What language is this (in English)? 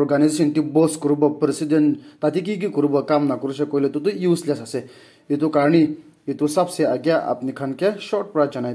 Naga Pidgin